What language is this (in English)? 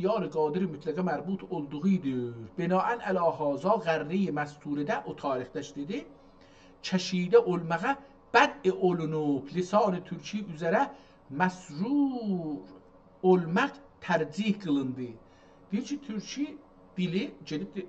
South Azerbaijani